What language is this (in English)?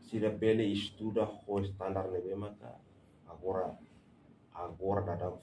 Tetum